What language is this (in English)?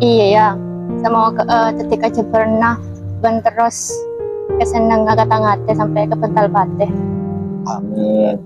Madurese